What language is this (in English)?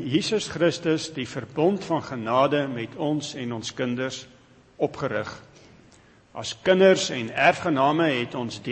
Afrikaans